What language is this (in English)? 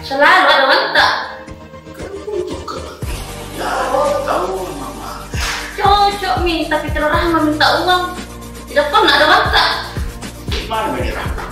Makassar Malay